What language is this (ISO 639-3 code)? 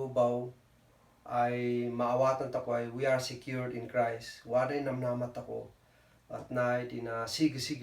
kne